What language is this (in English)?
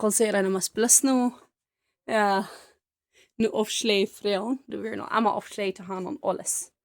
Plautdietsch